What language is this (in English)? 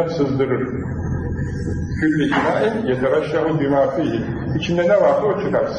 Turkish